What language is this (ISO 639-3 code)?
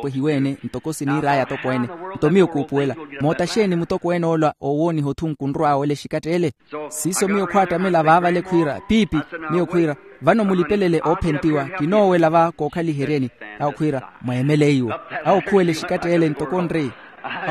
vmw